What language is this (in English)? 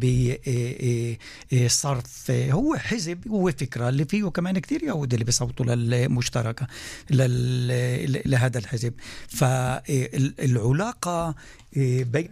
North Levantine Arabic